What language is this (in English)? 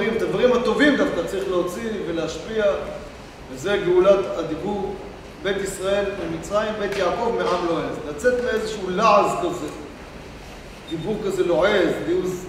Hebrew